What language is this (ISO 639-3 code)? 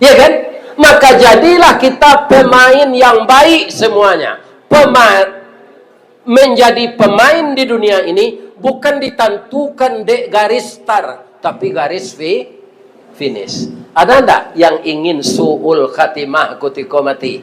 min